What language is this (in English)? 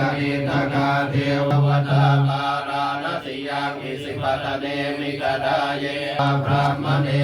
Pali